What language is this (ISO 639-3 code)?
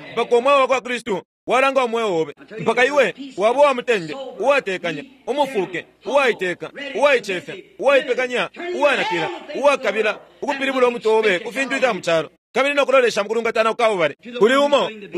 bem